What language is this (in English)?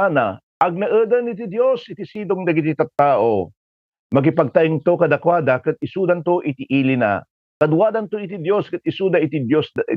Iloko